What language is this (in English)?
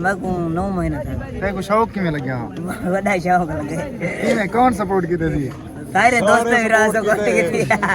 Saraiki